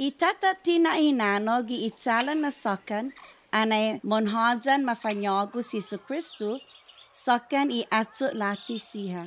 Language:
Chamorro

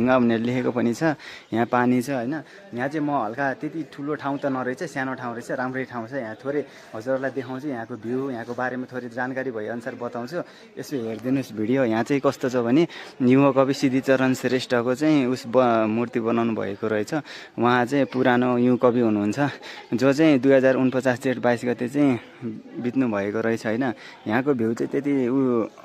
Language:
Nepali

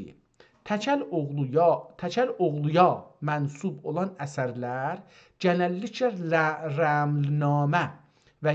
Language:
South Azerbaijani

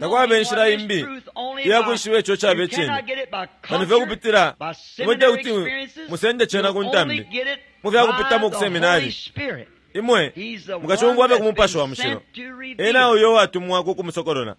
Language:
Bemba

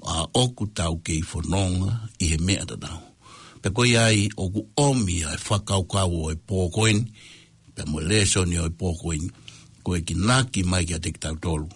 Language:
Tongan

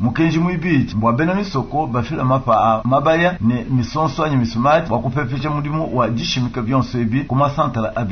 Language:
Luba-Lulua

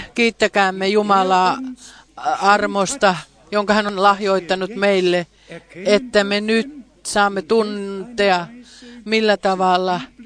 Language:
Finnish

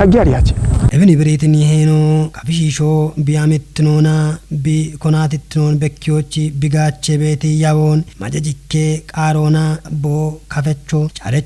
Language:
Kafa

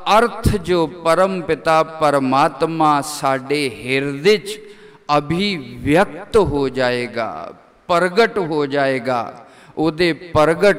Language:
Punjabi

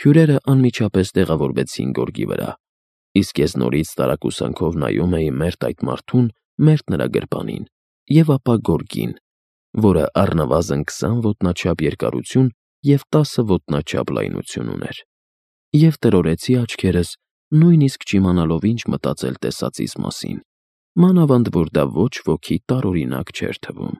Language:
Armenian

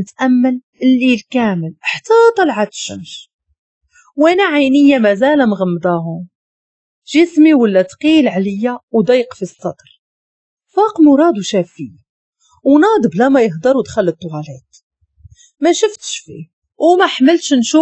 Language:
Moroccan Arabic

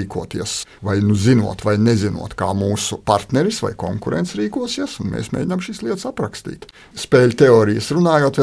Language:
Latvian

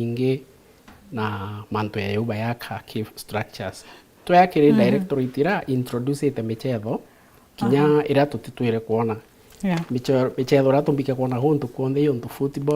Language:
Meru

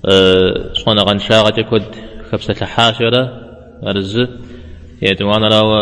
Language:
Kabardian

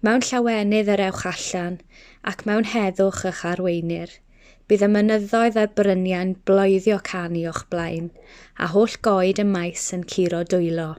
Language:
Welsh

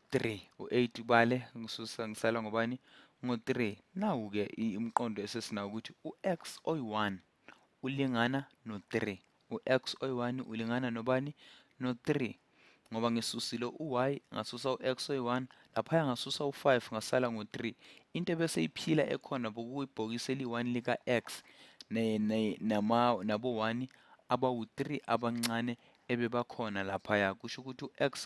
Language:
Zulu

